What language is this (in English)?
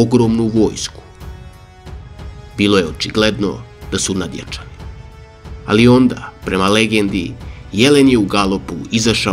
Serbian